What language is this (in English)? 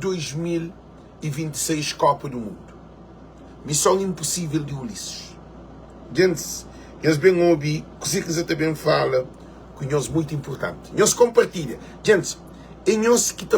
Kabuverdianu